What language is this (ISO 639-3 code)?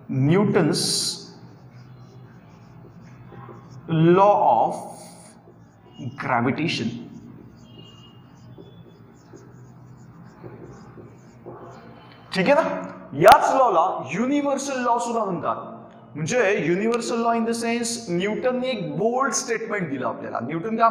mar